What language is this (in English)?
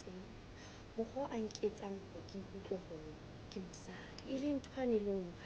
Southern Sotho